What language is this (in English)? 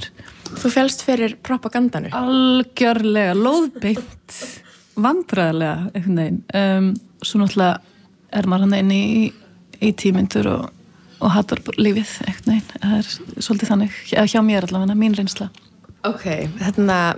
Icelandic